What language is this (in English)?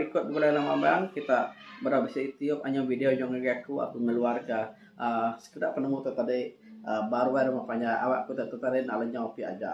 Iban